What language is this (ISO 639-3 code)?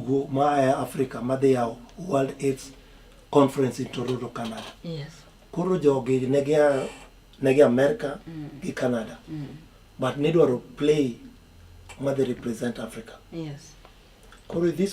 luo